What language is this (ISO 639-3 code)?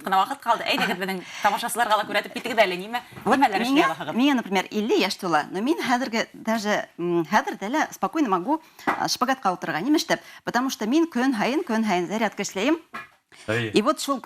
bak